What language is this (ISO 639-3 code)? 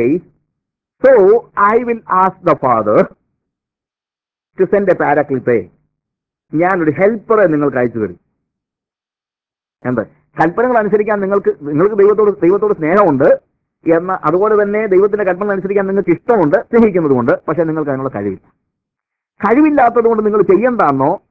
mal